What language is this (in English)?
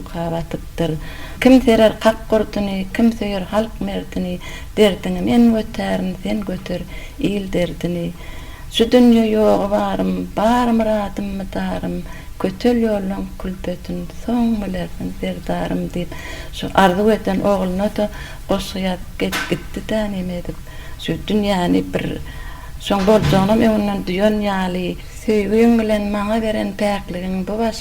Turkmen